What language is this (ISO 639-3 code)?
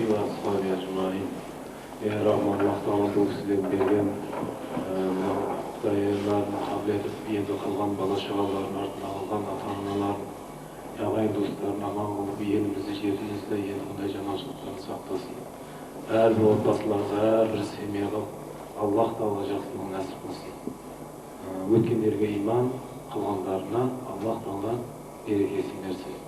kaz